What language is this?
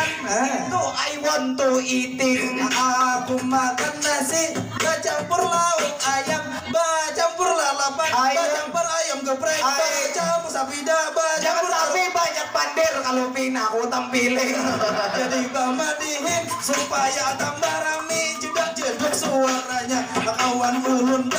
Banjar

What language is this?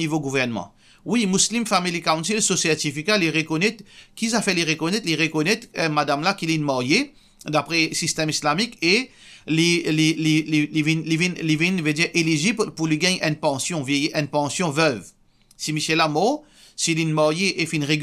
Morisyen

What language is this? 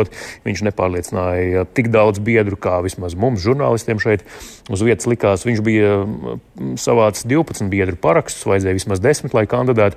Latvian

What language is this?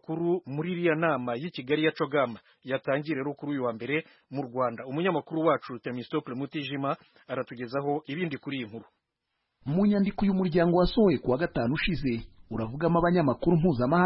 Kinyarwanda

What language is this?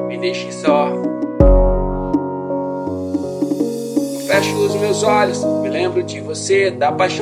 Portuguese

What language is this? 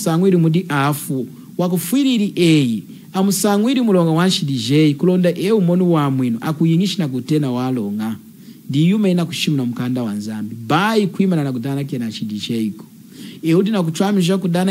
Lunda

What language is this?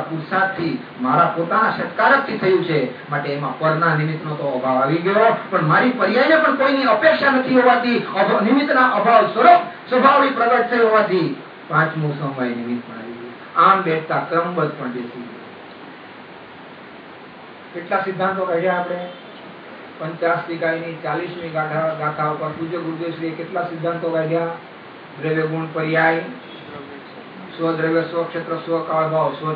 Gujarati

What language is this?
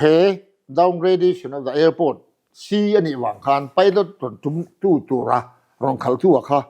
Mizo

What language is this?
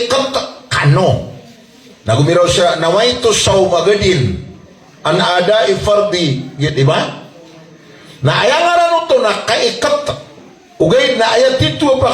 Maranao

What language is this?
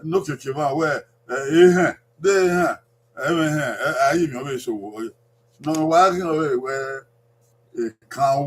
Bini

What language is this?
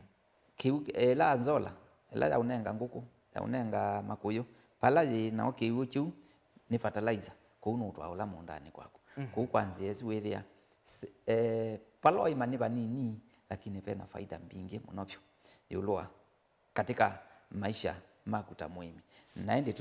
Kamba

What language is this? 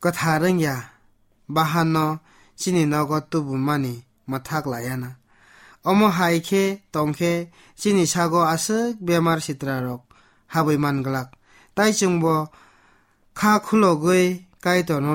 Kok Borok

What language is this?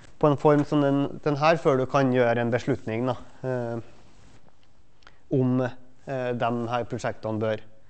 Norwegian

